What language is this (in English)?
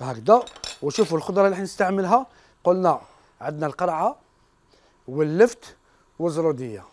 Algerian Arabic